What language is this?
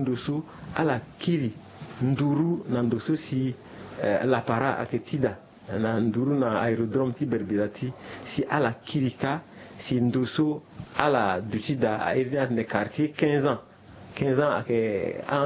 Sango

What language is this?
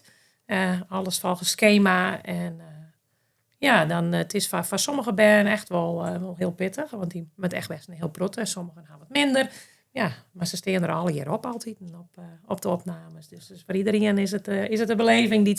Western Frisian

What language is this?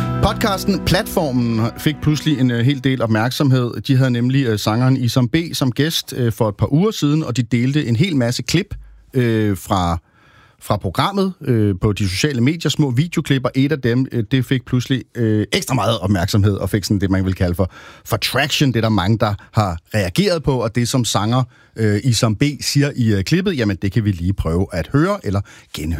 Danish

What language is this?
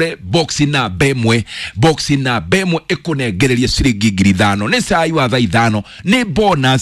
Kikuyu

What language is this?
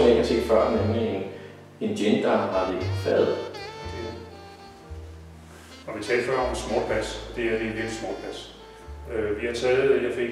Danish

